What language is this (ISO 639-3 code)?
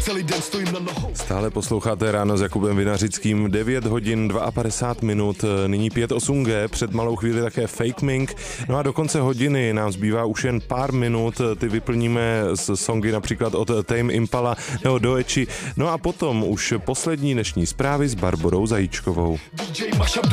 ces